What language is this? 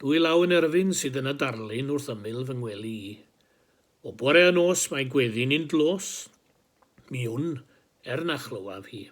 Welsh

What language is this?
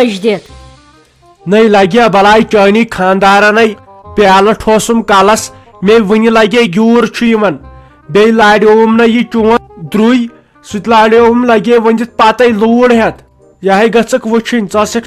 Kashmiri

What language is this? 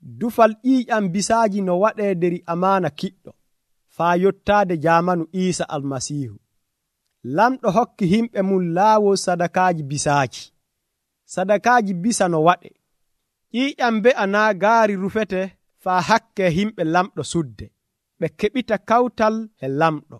Nigerian Fulfulde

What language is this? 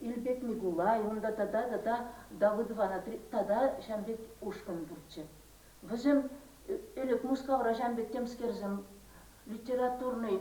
Chuvash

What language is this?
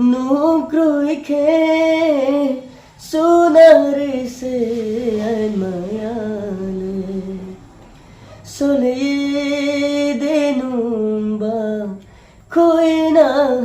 Riang (India)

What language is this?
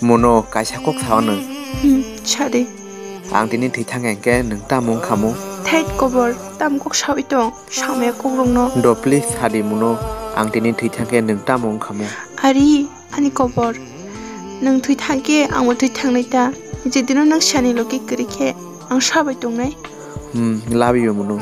Kok Borok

